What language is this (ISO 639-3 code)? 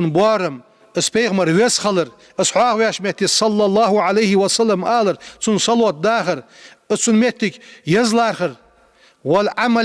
inh